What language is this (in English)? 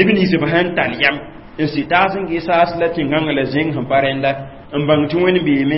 Mossi